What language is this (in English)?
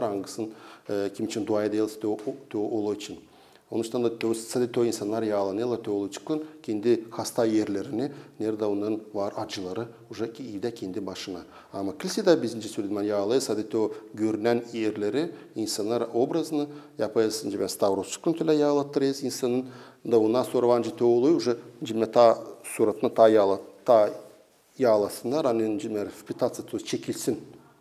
Gagauz